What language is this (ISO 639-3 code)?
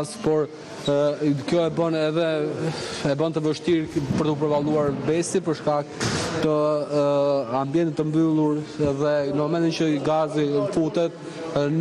sqi